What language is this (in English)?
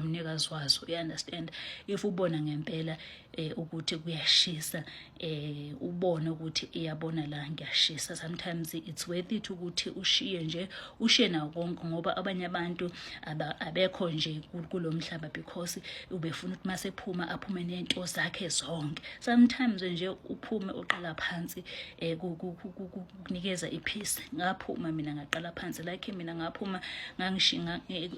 Zulu